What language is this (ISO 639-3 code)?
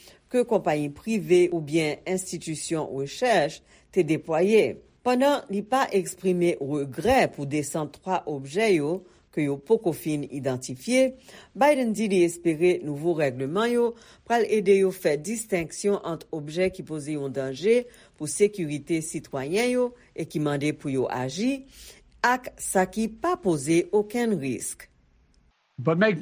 hat